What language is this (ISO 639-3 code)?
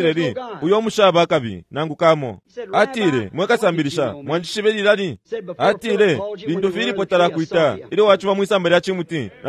bem